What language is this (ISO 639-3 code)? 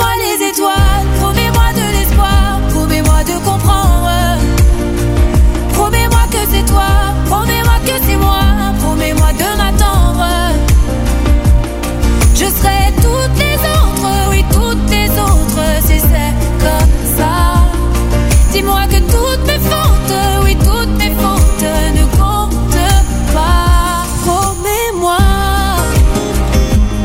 fra